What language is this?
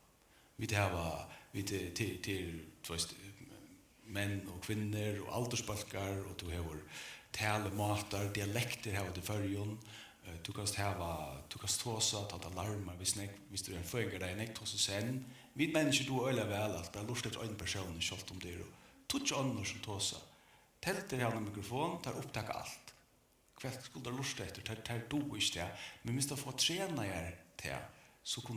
Faroese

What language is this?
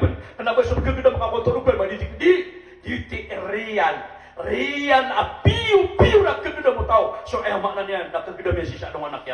Maranao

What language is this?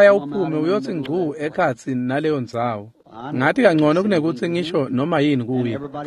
Swati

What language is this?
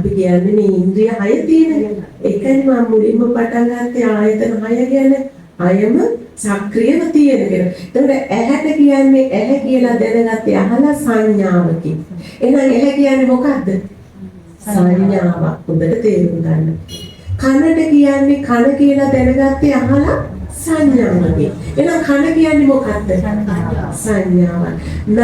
Sinhala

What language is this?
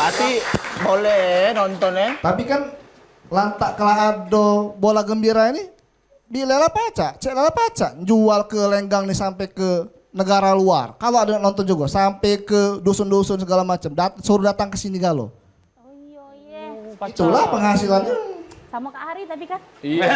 Musi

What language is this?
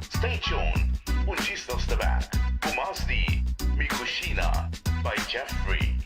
Papiamento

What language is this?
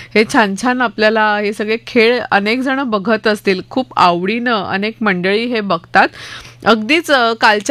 Marathi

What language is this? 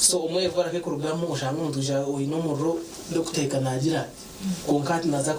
Nyankole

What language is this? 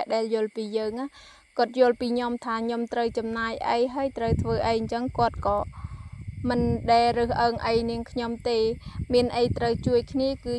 Khmer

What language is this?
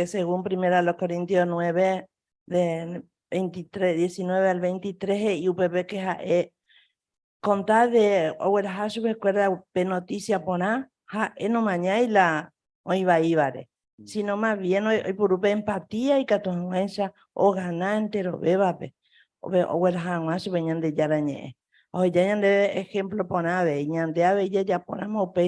Guarani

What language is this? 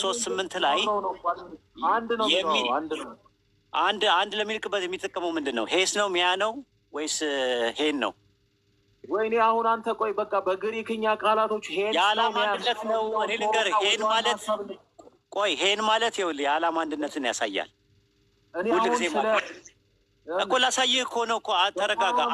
Amharic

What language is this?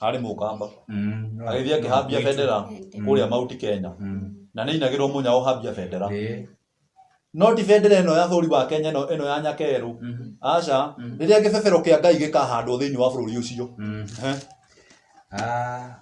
Kikuyu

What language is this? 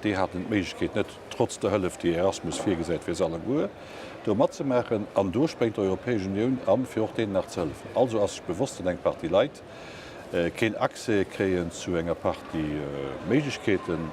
Luxembourgish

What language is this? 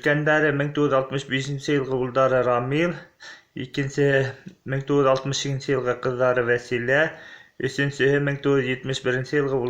Bashkir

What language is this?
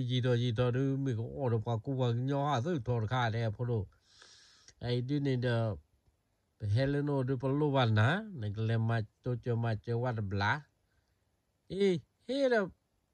S'gaw Karen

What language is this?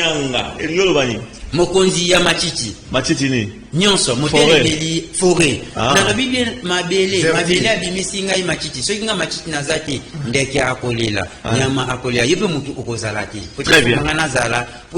Lingala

